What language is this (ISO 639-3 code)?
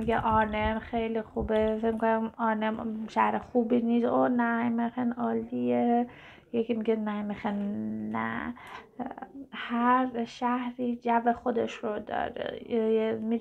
fas